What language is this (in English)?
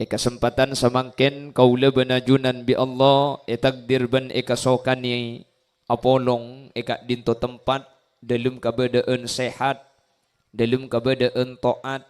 Madurese